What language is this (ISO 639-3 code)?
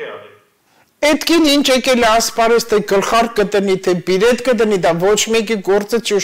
hye